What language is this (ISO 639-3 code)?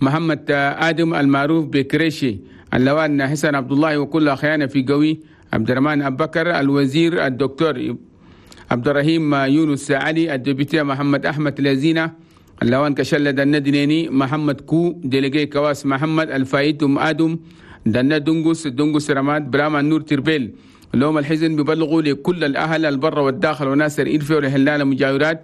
shu